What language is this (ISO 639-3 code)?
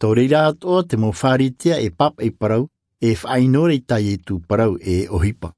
tah